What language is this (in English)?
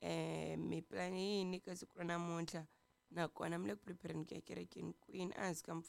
Tsonga